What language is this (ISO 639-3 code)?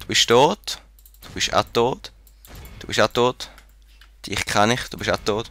gsw